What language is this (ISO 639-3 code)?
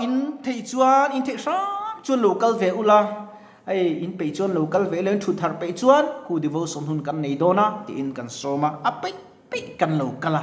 lus